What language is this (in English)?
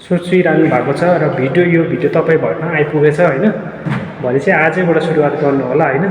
Nepali